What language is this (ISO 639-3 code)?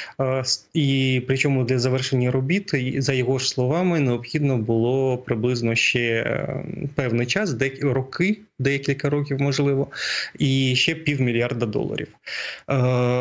ukr